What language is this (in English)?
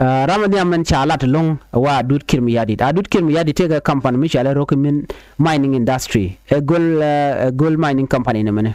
Nuer